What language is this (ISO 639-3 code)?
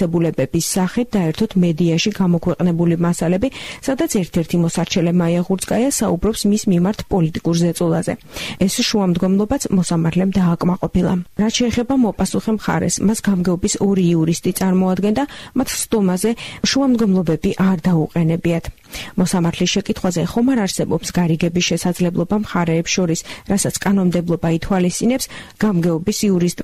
kat